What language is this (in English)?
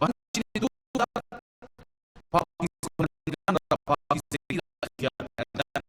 Persian